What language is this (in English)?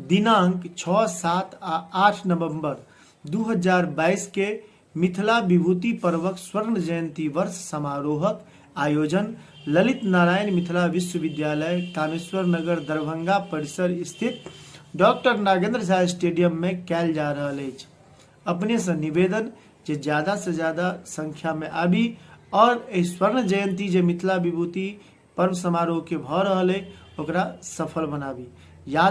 Maithili